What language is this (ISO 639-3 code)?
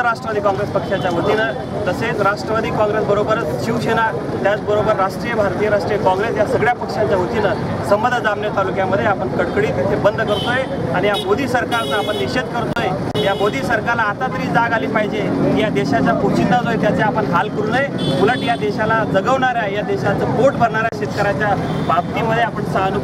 mar